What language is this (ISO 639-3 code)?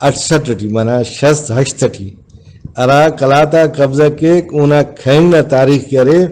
brh